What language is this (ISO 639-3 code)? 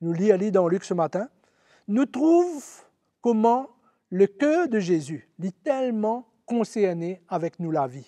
mfe